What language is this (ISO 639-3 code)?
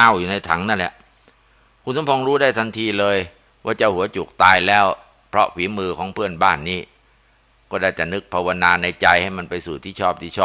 tha